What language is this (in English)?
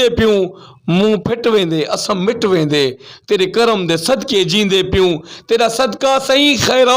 Saraiki